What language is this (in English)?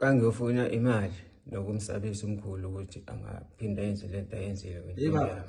Zulu